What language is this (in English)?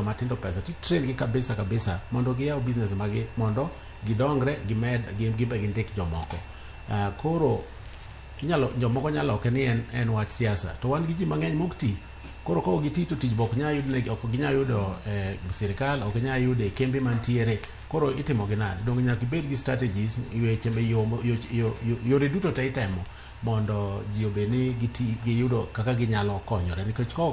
Luo (Kenya and Tanzania)